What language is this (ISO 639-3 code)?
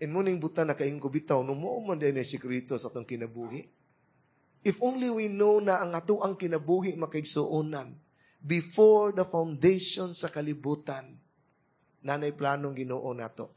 ceb